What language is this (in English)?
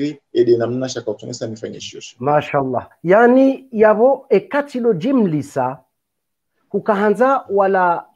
Swahili